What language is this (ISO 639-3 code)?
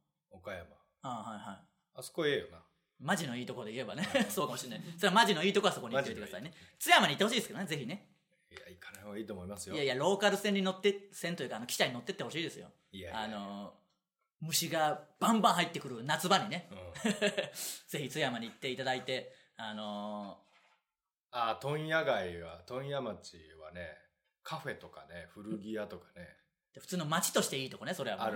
jpn